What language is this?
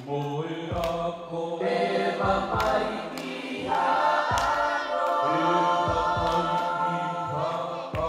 Tongan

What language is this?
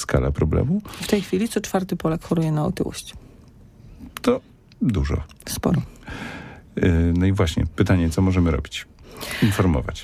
Polish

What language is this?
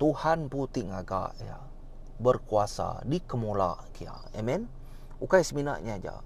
Iban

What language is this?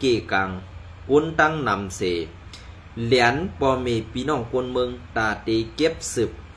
Shan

